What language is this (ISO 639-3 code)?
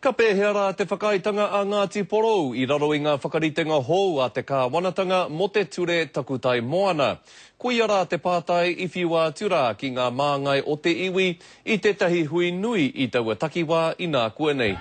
mri